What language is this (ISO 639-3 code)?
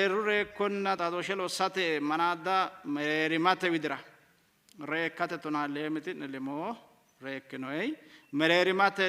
sid